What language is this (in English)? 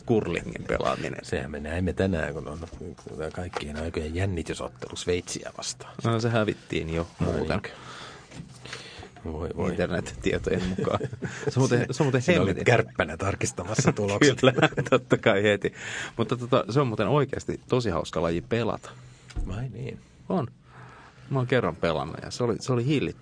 Finnish